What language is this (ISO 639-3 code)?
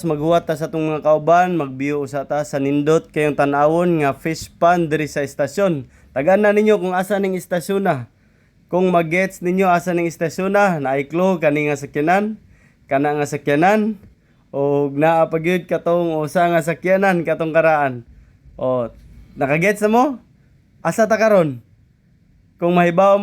ceb